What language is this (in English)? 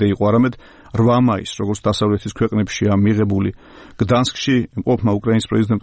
Georgian